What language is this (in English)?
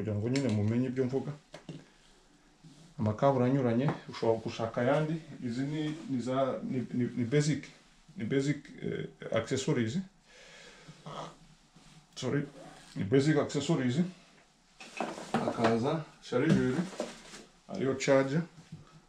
Kinyarwanda